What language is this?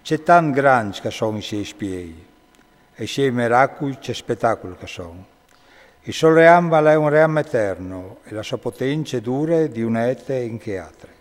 Friulian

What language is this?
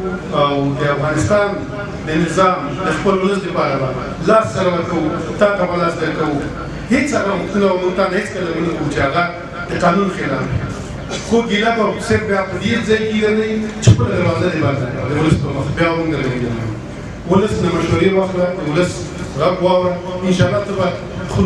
Pashto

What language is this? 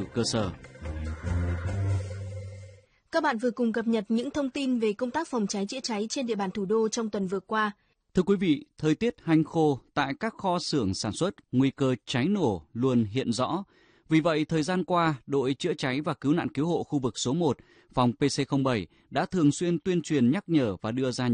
Vietnamese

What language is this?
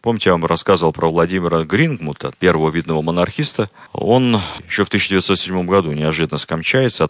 Russian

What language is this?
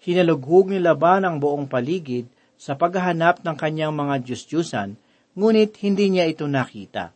Filipino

